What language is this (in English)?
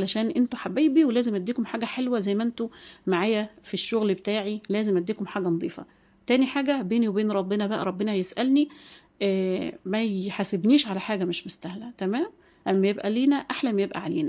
Egyptian Arabic